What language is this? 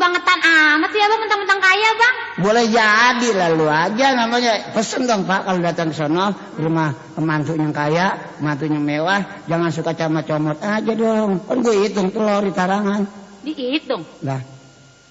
Betawi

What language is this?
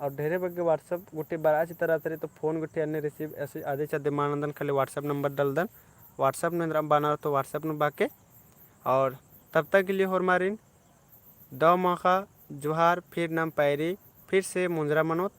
Kurukh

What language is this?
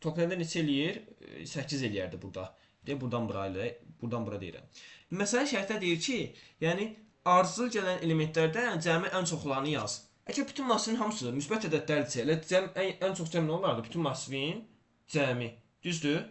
Azerbaijani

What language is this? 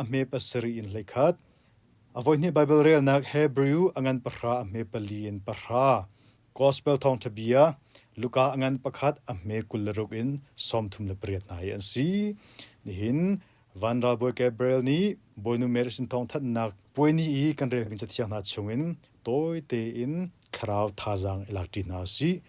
Hakha Chin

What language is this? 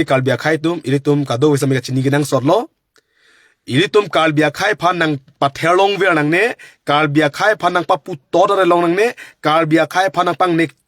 Karbi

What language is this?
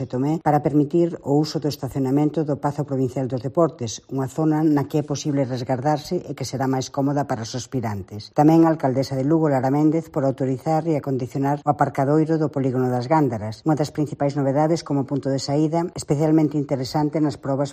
Galician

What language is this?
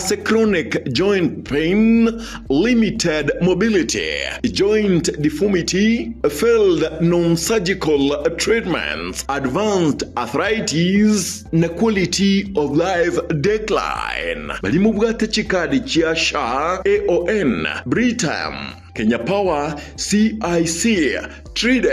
Gusii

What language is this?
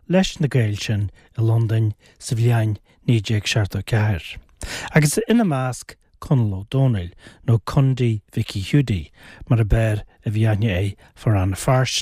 Irish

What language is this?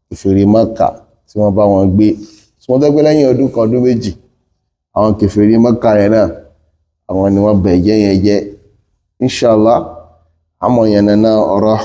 Yoruba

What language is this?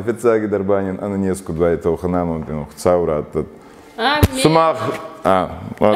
Ossetic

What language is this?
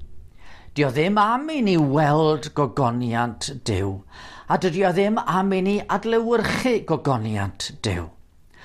Welsh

